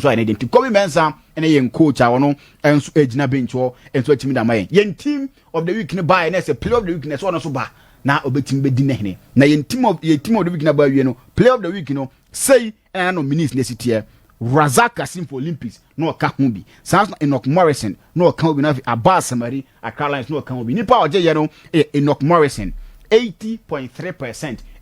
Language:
Akan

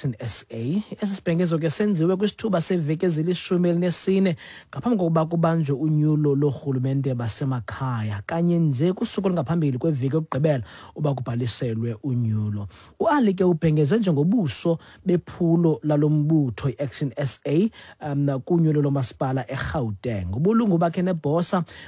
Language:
Xhosa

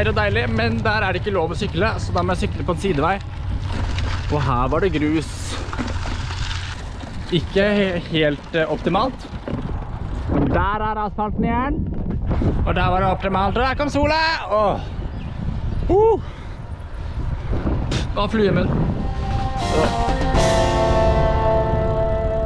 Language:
Norwegian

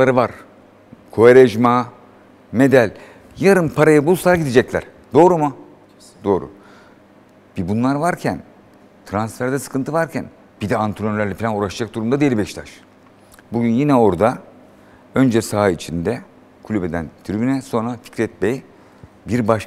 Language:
Turkish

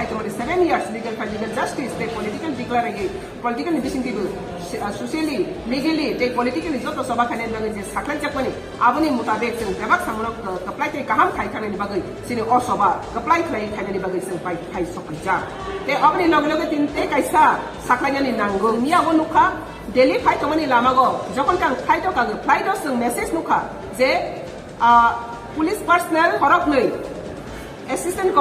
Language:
Riang (India)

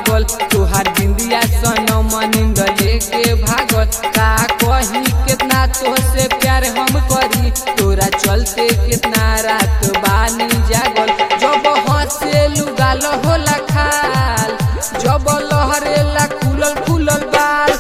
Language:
Bhojpuri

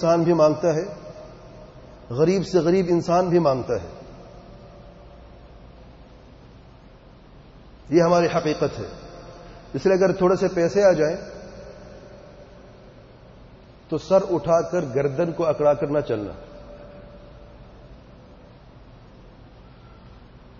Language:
Urdu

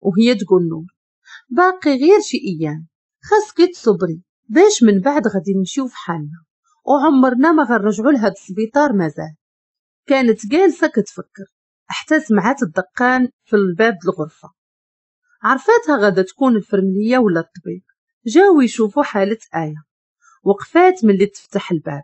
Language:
Moroccan Arabic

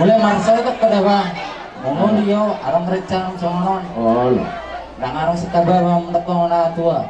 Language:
Batak Toba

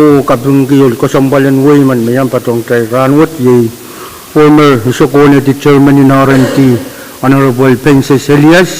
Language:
Pohnpeian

